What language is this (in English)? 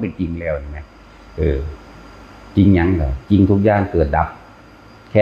Northeastern Thai